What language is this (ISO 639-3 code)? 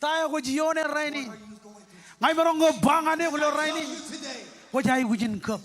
mah